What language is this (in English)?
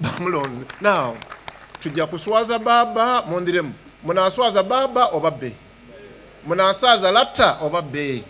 Soga